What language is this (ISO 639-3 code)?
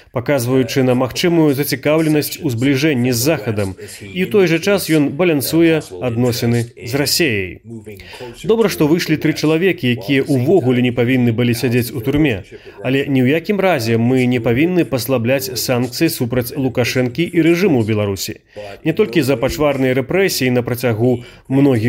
bel